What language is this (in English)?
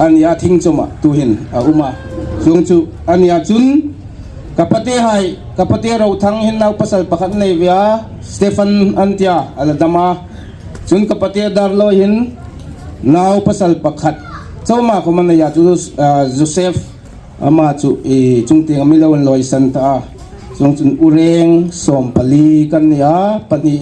Hmar